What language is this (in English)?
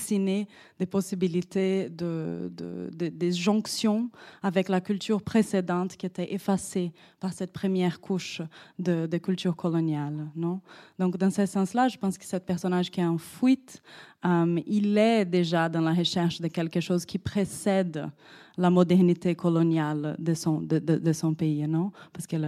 French